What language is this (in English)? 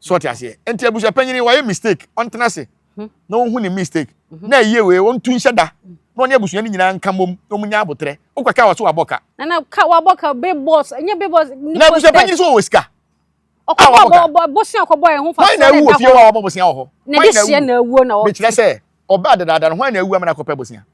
Akan